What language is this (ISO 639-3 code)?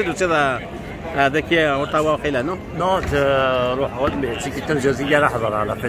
kab